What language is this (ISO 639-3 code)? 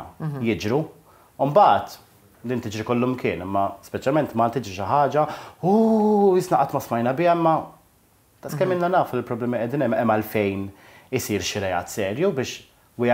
mlt